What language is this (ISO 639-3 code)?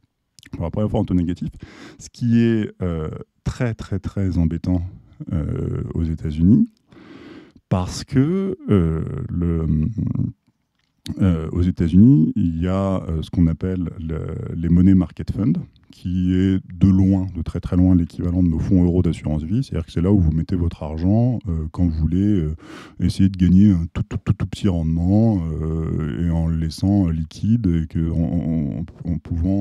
fra